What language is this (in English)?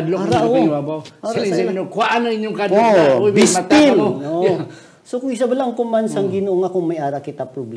Hiligaynon